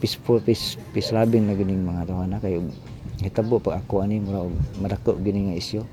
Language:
Cebuano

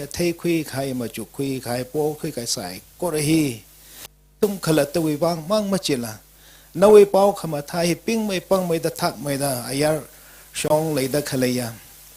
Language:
Tangkhul Naga (India)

